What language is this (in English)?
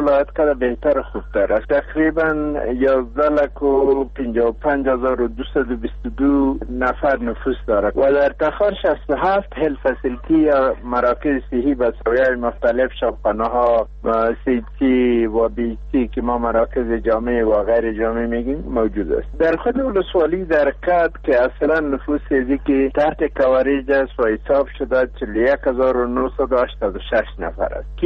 Persian